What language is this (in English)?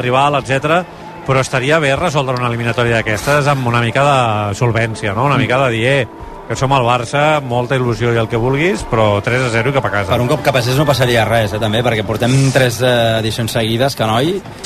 Catalan